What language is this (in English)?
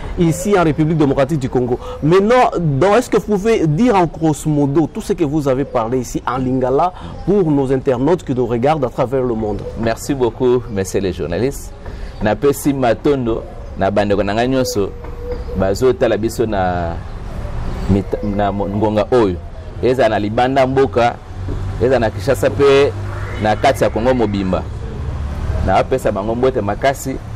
Lingala